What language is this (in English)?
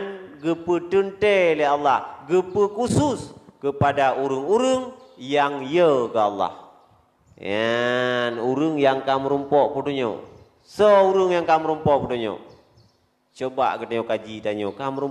Achinese